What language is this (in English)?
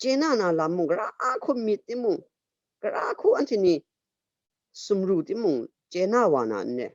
Kachin